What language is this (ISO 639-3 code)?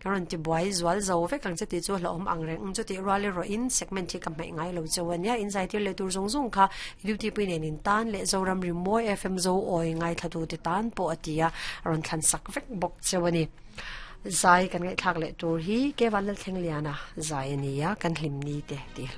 lus